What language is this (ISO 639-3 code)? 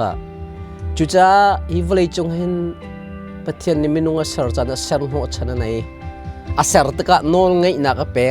cnh